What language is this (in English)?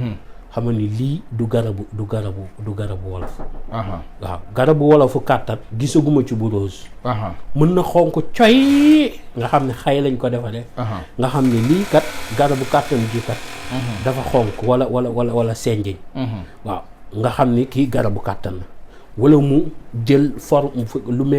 Wolof